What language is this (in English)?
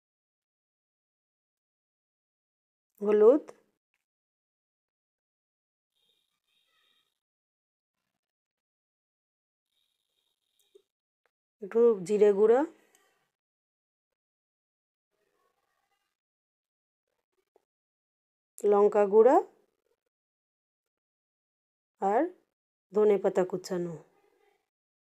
Bangla